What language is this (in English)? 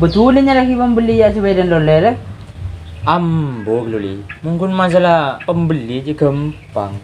Madurese